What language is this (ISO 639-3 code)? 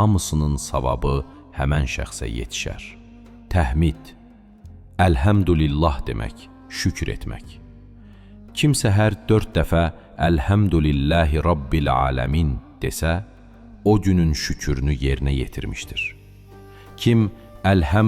aze